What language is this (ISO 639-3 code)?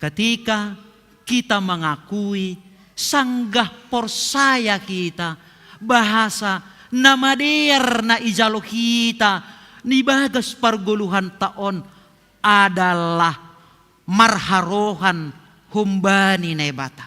bts